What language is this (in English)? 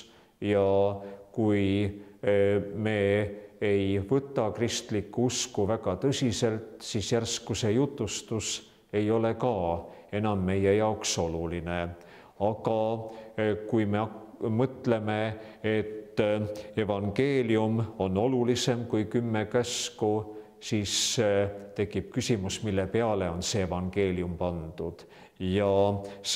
Estonian